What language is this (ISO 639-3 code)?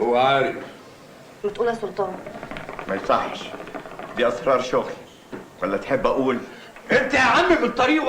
arz